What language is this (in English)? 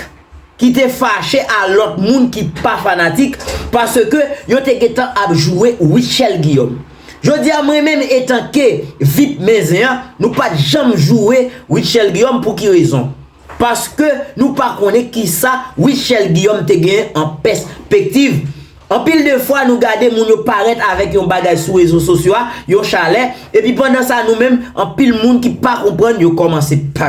Haitian Creole